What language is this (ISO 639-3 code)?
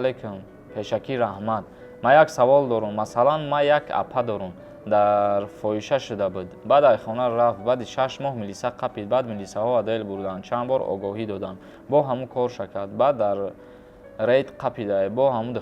tgk